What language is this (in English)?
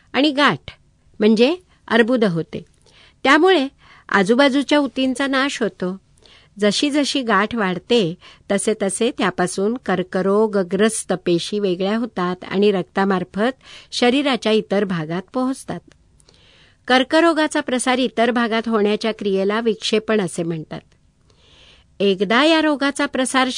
Marathi